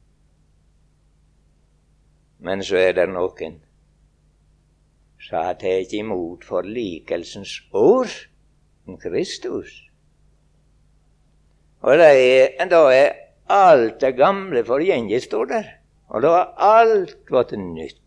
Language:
Norwegian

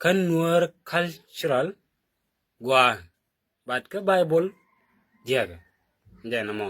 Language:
Nuer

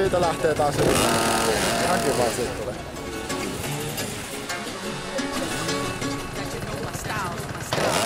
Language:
Finnish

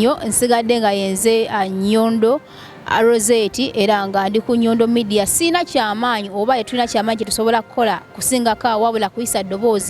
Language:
Ganda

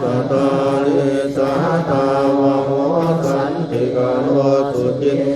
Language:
Pali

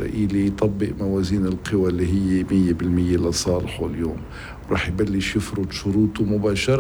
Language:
North Levantine Arabic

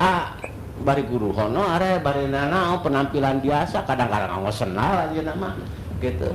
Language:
Sundanese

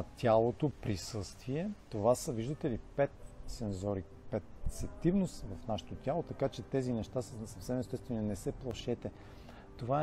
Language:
Bulgarian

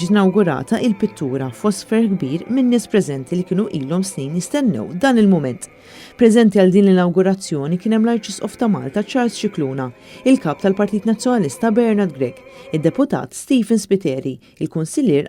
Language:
Maltese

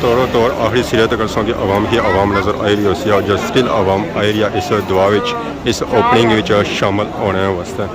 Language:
Pahari-Potwari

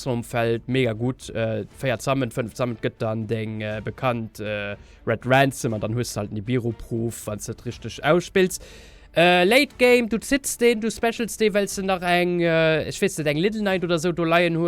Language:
Luxembourgish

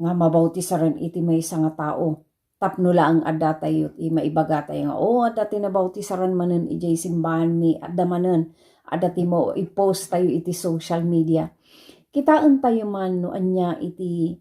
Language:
Iloko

